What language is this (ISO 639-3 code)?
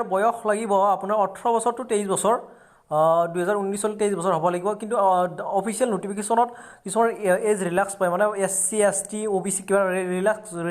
asm